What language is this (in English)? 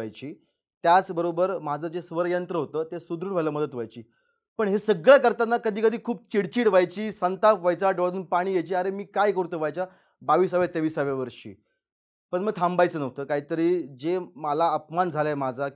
Marathi